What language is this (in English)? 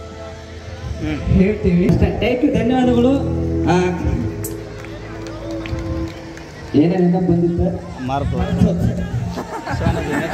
Kannada